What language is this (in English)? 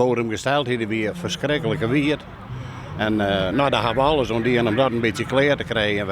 Western Frisian